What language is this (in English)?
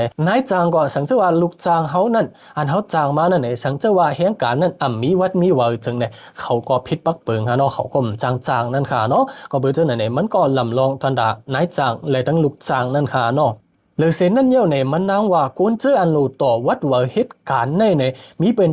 Shan